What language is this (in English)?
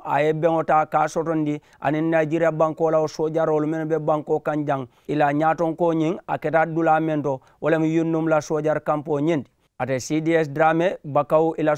Mandingo